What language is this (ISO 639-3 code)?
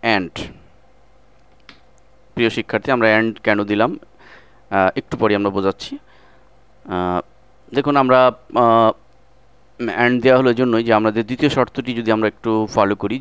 ben